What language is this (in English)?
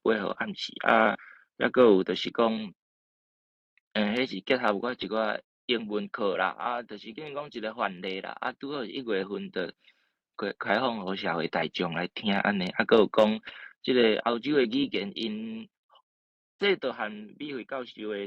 Min Nan Chinese